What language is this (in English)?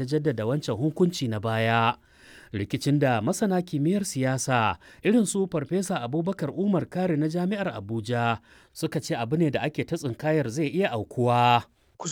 Hausa